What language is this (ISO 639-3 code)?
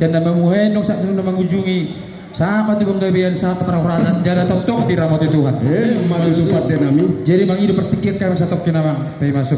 bbc